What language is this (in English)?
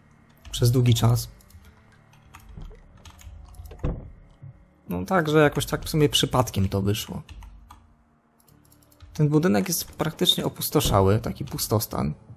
Polish